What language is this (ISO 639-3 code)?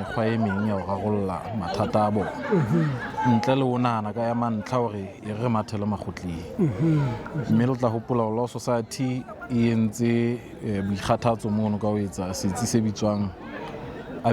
sot